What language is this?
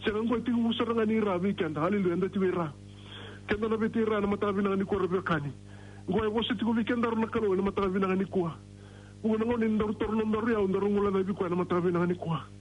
Fijian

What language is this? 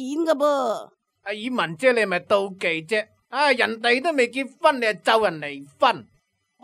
Cantonese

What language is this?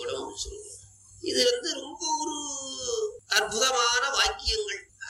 Tamil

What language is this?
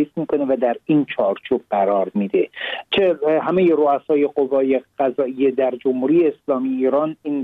Persian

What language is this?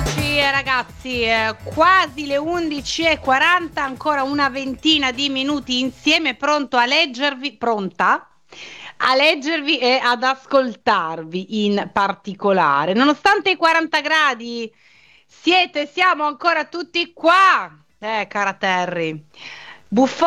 Italian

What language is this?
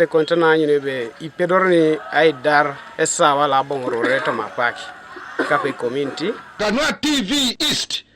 Teso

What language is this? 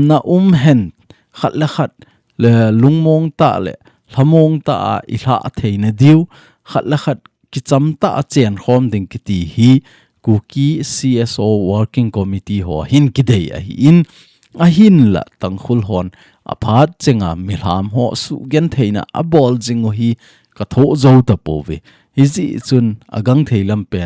Thado Chin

